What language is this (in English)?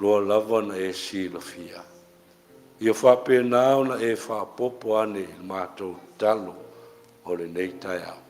Samoan